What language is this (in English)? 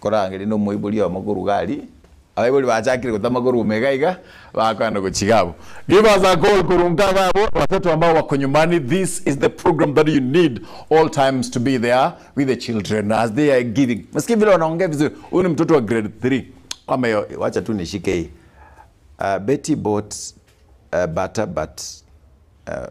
Gusii